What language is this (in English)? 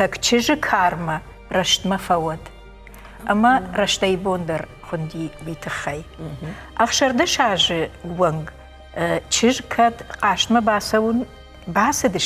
Ossetic